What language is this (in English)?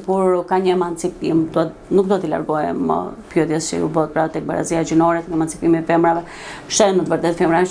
Albanian